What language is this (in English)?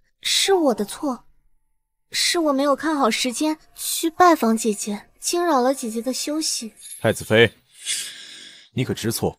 Chinese